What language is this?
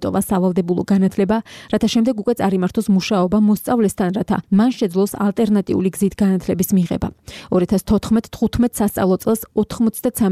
Georgian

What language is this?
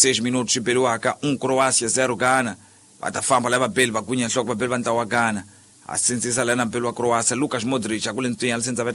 Tsonga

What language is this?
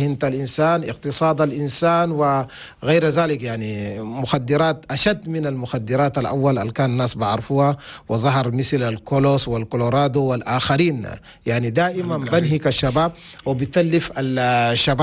Chadian Arabic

